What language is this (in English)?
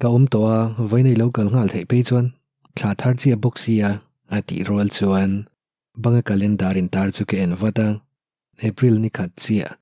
Mizo